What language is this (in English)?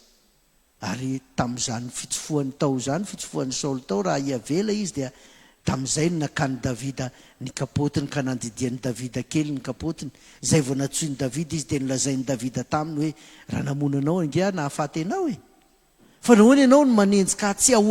Malagasy